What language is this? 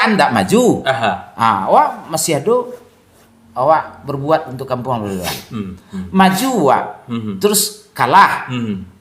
Minangkabau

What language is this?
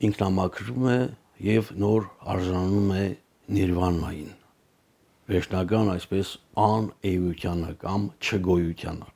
Armenian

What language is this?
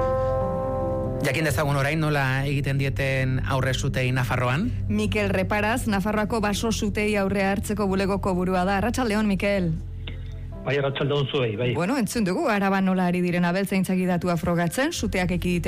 Basque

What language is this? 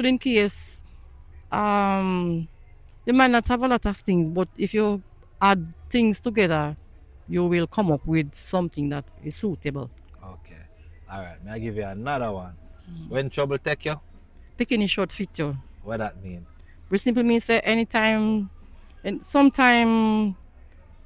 Jamaican Creole English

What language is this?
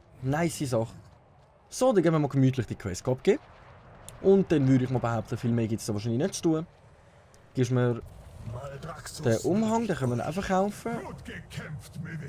Swiss German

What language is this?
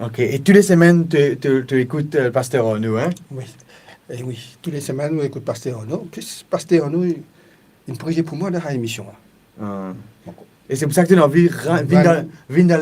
Morisyen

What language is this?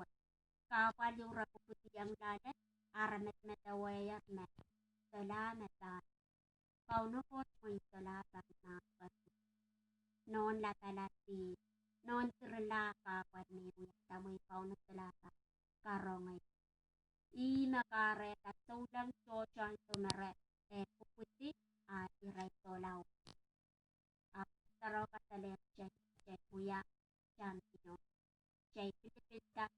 Pohnpeian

